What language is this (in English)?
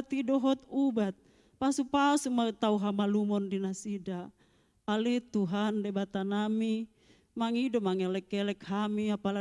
Batak Toba